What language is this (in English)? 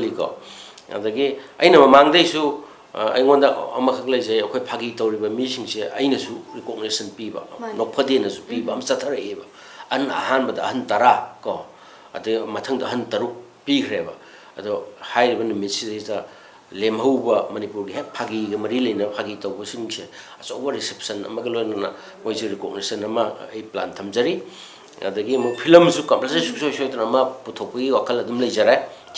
Manipuri